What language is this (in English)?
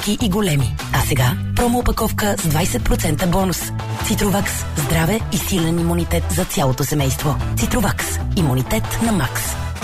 Bulgarian